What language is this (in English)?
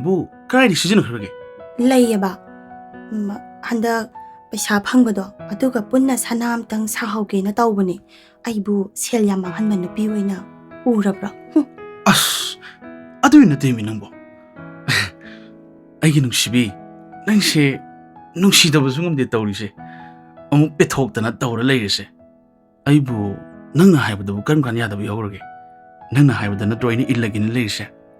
Manipuri